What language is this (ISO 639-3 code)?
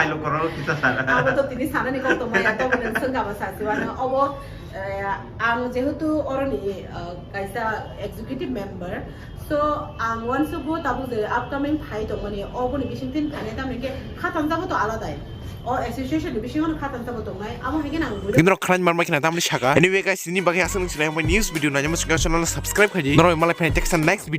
trp